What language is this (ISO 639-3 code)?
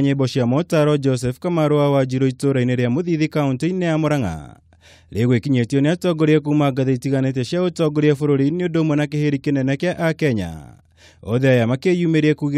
kik